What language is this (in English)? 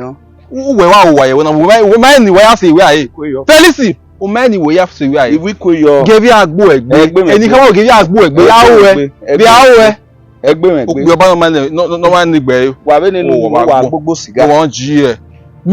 Bini